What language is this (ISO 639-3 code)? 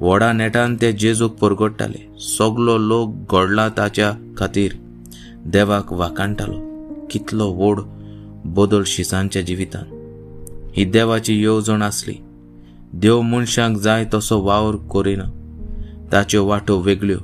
kok